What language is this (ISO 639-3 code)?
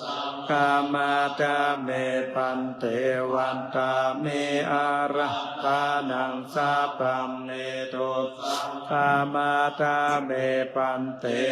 pli